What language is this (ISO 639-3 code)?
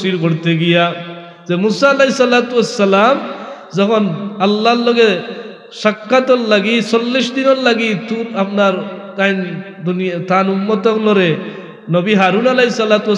syl